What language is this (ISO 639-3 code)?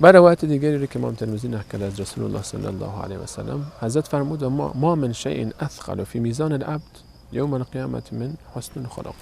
fas